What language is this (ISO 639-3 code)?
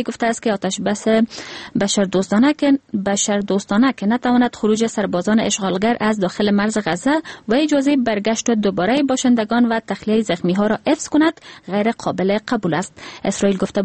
fas